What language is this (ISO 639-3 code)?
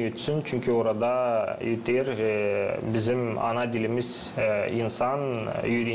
gag